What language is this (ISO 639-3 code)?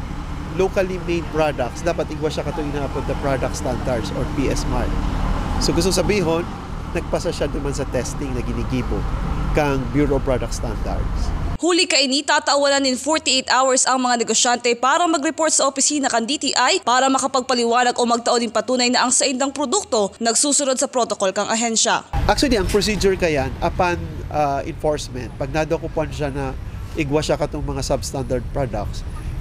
bik